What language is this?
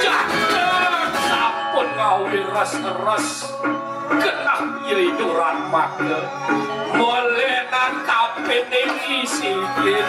Balinese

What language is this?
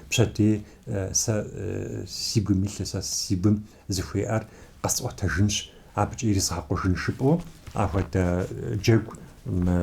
Kabardian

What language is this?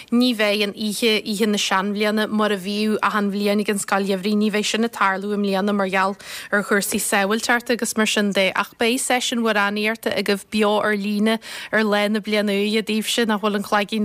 Irish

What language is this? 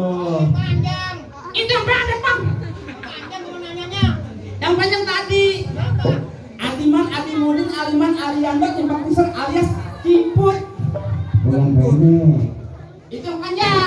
Betawi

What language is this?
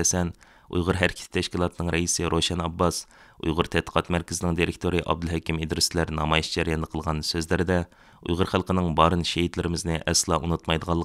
Uyghur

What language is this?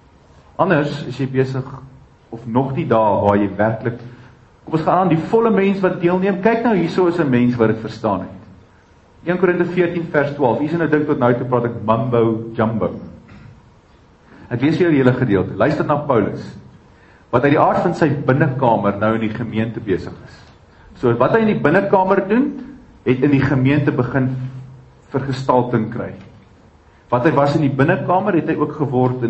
Afrikaans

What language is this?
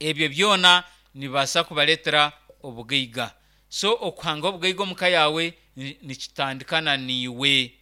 Nyankole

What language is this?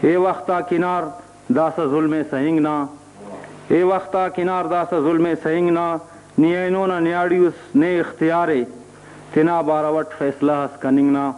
Brahui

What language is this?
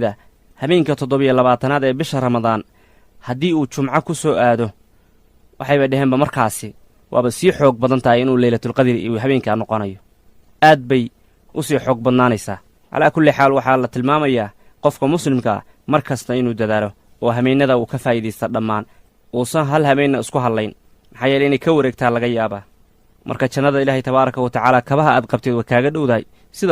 Somali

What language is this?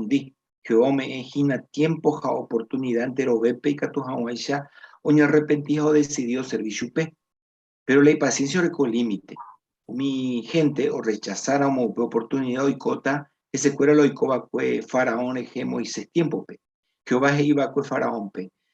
Guarani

